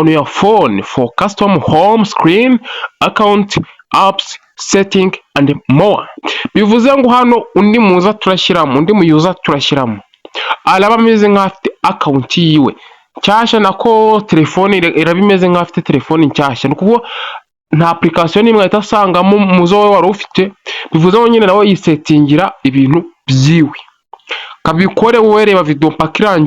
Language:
Kinyarwanda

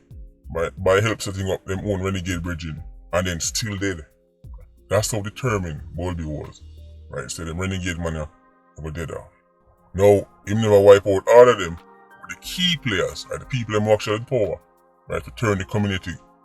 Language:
Jamaican Creole English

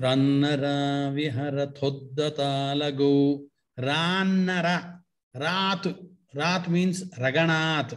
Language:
Sanskrit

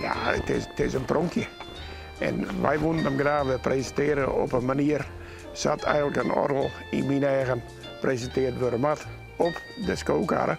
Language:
Western Frisian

